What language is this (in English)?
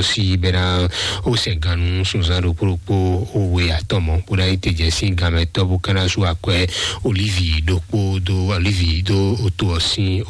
Fon